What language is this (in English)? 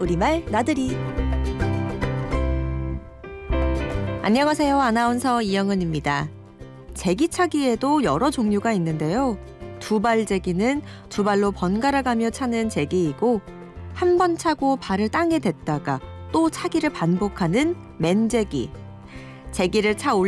Korean